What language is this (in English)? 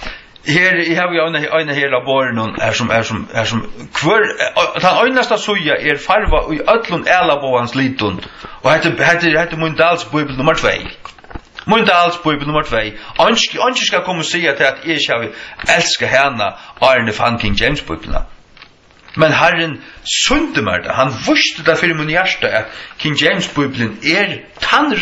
Faroese